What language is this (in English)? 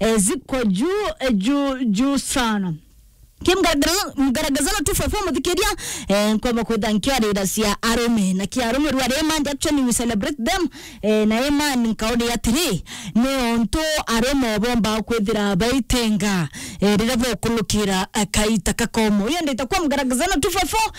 Meru